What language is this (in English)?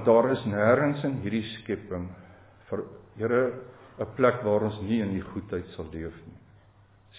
Afrikaans